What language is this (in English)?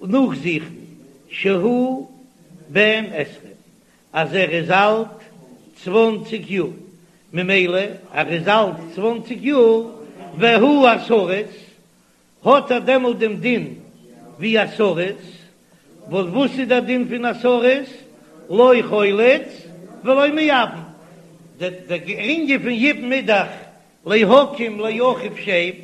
Yiddish